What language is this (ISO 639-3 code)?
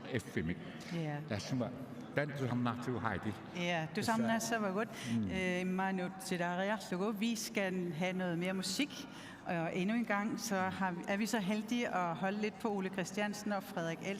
kal